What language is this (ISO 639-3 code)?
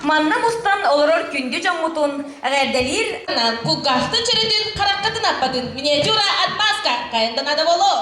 sah